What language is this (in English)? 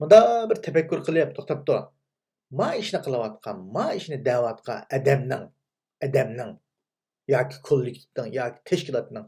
Uyghur